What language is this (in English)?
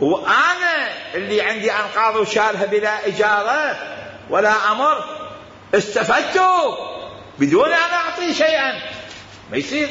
Mesopotamian Arabic